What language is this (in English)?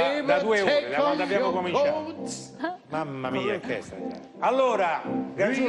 Italian